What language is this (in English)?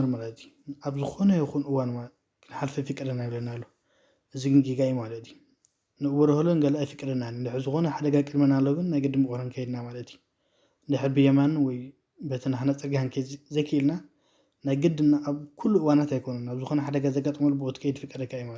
Tigrinya